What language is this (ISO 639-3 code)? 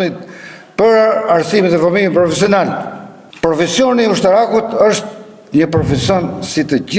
sqi